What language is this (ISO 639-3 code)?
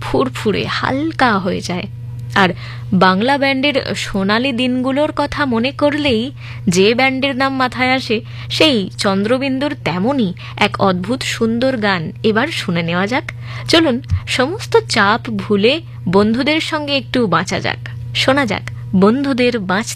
ben